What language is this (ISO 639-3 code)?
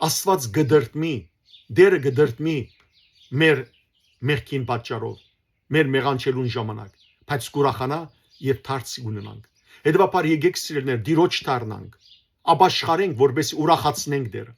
hyw